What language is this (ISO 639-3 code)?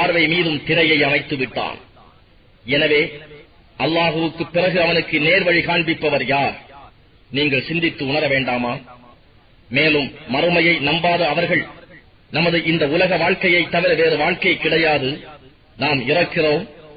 tam